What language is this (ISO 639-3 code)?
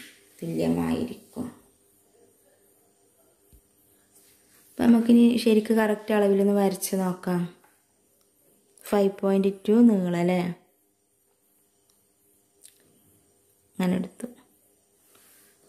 mal